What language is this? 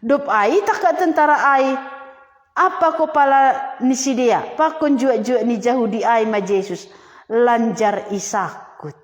Batak Simalungun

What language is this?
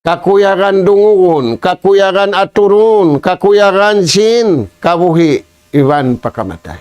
Tausug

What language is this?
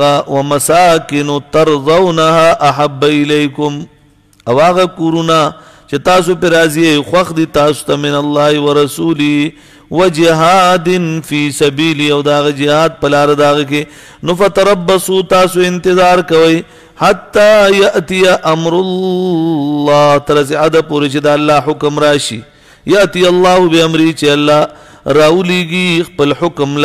Pashto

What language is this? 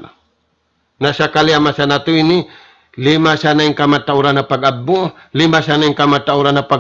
Tausug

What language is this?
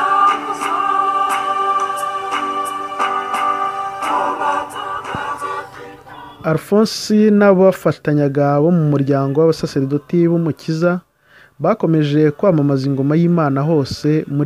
Kinyarwanda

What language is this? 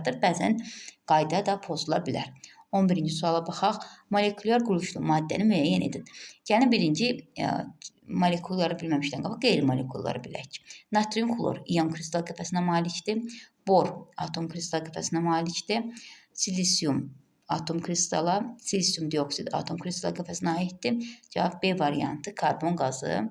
Azerbaijani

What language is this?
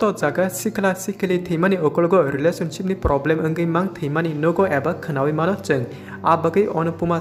Kok Borok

